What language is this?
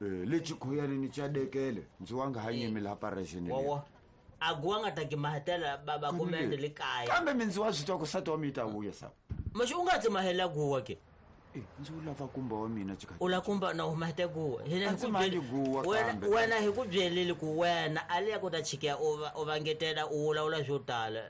Tsonga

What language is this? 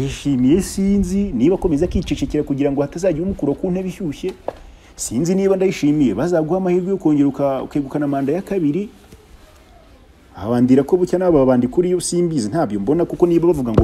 Kinyarwanda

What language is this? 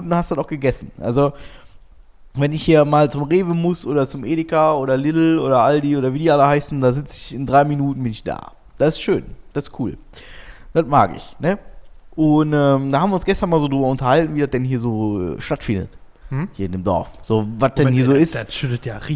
German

